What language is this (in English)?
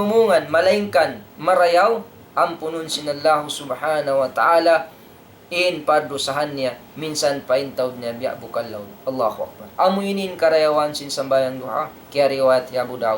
Tausug